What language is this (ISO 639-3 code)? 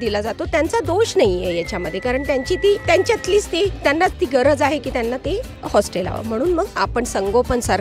mar